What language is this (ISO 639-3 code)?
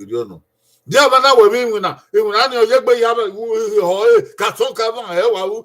bin